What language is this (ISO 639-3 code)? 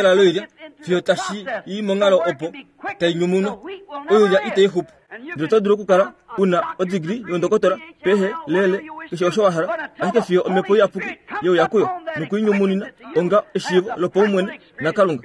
kua